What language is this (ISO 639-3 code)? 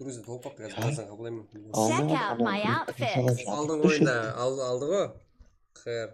kaa